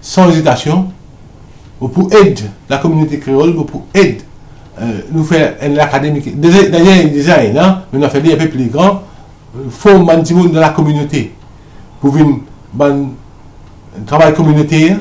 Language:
Morisyen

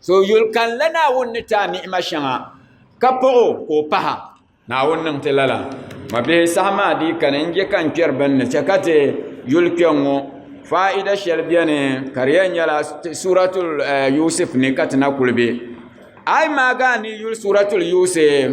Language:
Dagbani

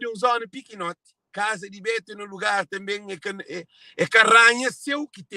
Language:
Kabuverdianu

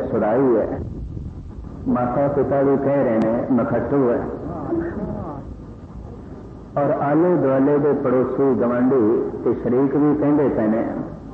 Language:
Punjabi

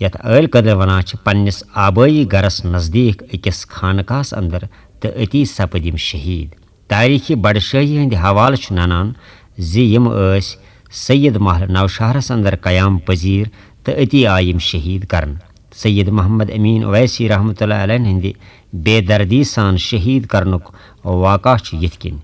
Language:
Kashmiri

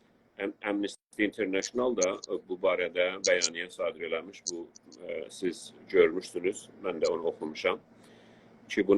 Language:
South Azerbaijani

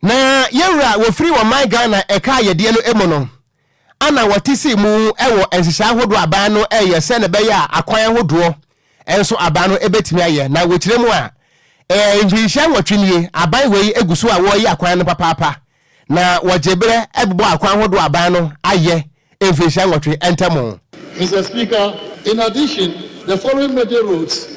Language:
Akan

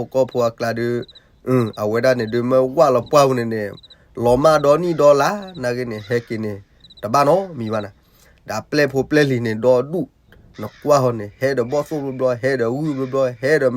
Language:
S'gaw Karen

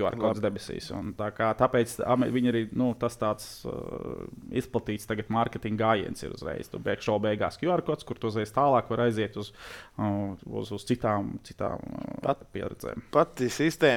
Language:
Latvian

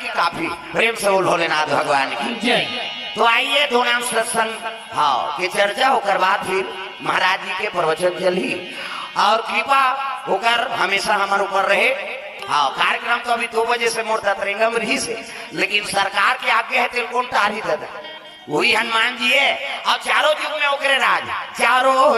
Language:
Chhattisgarhi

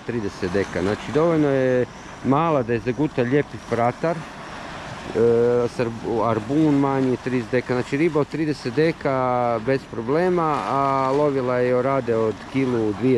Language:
Croatian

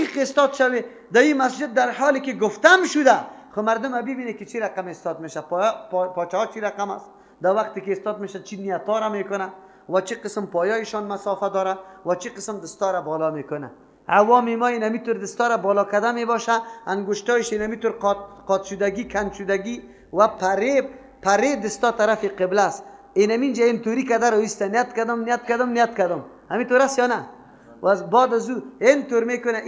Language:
Persian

